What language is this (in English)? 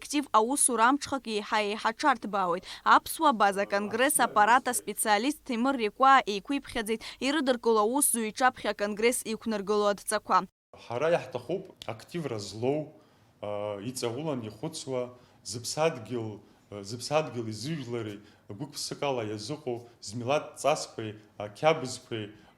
Abkhazian